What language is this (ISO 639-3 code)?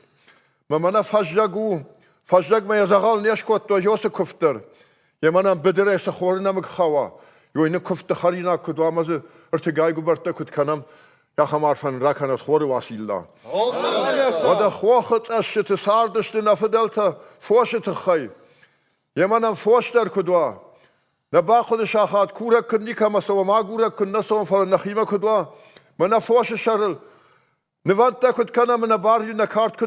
oss